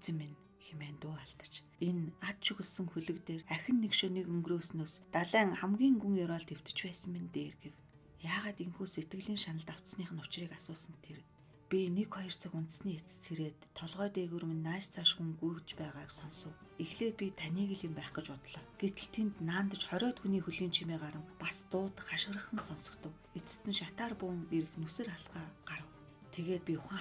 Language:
Mongolian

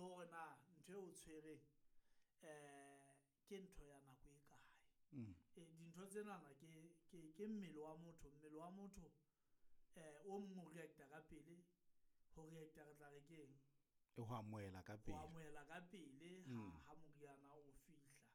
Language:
Southern Sotho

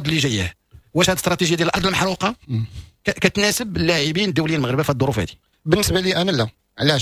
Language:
Moroccan Arabic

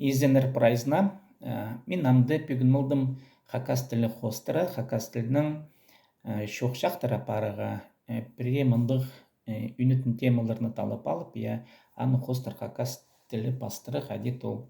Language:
Khakas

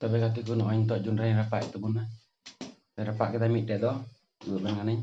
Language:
Santali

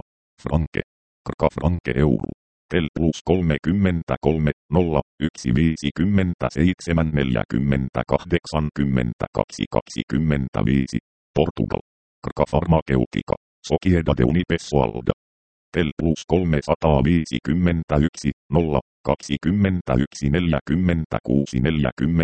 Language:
Finnish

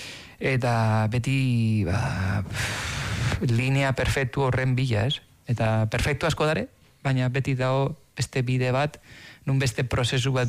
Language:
Basque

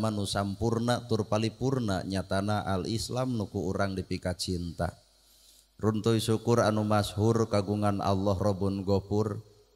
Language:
Sundanese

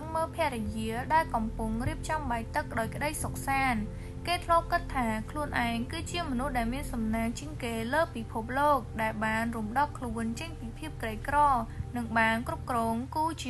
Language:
Khmer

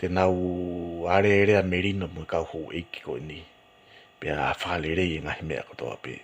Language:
Tongan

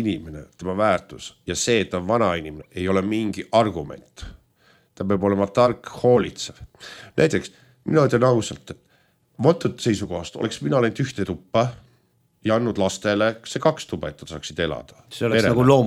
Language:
Estonian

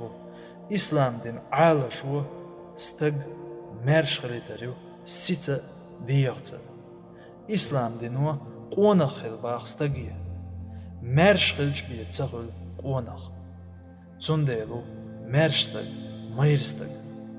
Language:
Chechen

